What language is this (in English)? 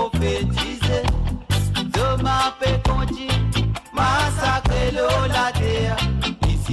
Morisyen